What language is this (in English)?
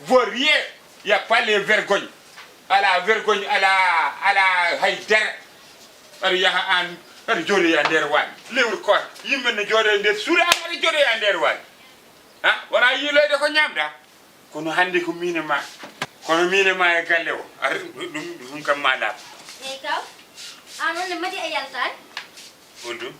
Fula